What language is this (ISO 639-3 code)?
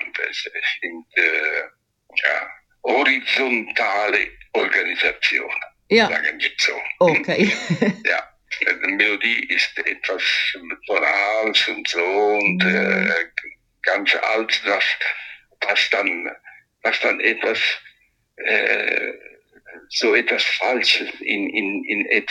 deu